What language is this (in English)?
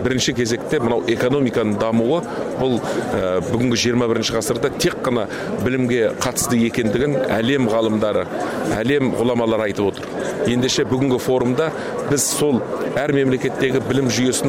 Kyrgyz